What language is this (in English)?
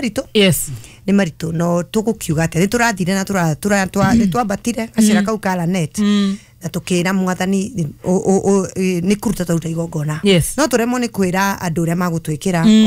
Kikuyu